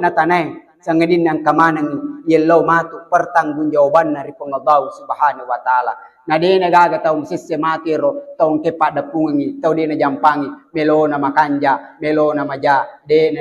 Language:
Buginese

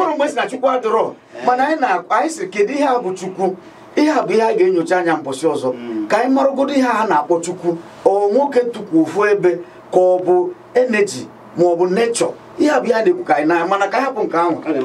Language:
Igbo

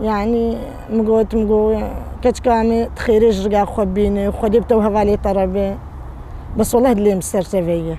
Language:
Kurdish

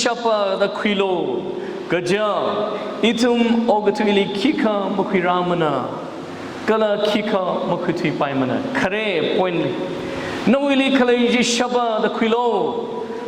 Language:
Tangkhul Naga (India)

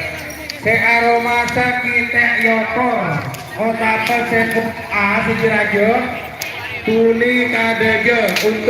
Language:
Madurese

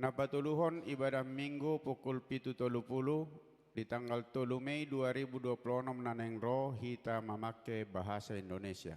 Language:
Batak Toba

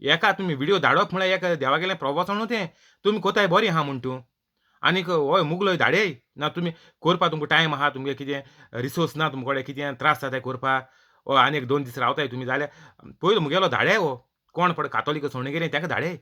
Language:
Konkani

